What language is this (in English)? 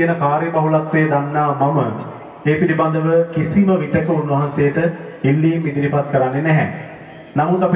Sinhala